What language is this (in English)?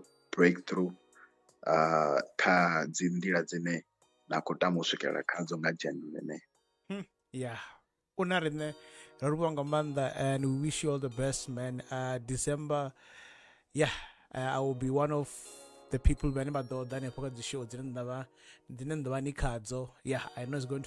Venda